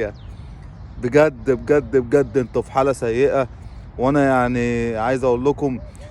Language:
Egyptian Arabic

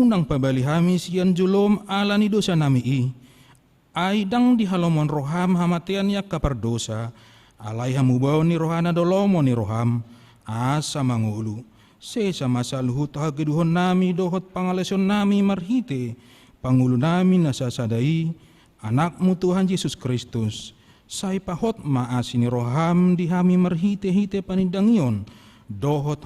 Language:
Batak Toba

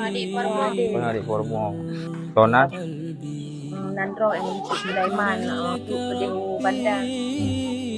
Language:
Achinese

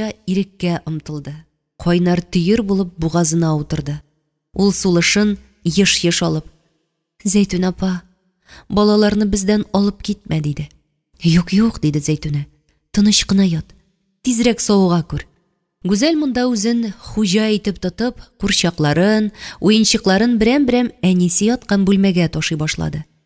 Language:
Tatar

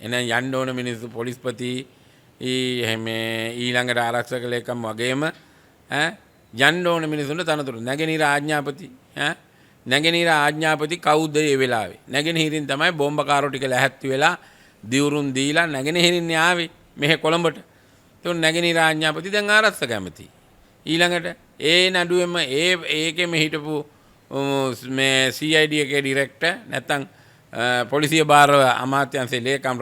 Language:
Sinhala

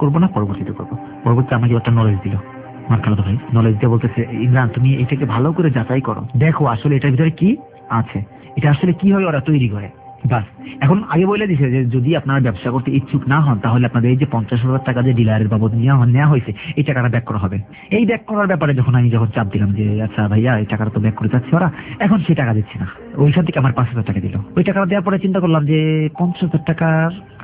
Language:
Bangla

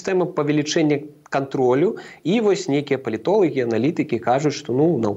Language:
Belarusian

